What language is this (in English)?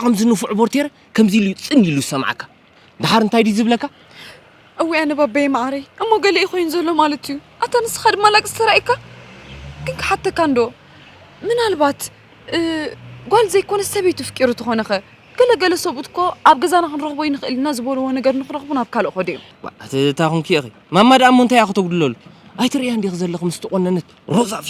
Tigrinya